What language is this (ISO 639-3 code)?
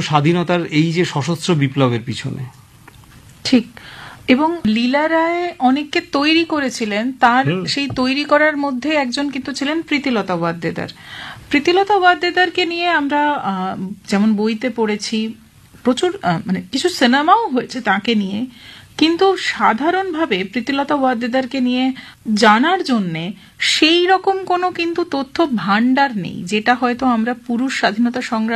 ben